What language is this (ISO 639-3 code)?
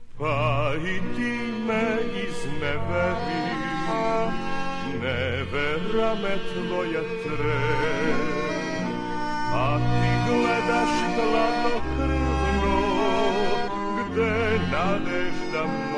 srp